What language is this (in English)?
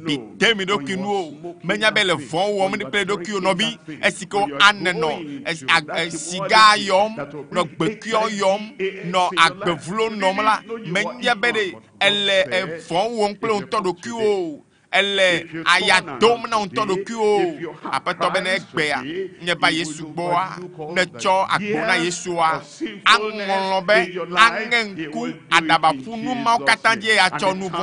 Ewe